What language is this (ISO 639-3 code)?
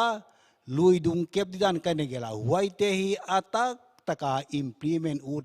pck